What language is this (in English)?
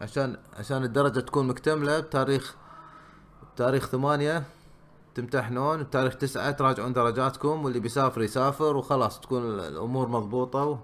Gulf Arabic